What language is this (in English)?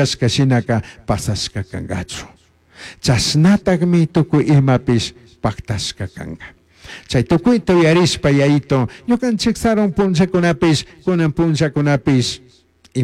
Chimborazo Highland Quichua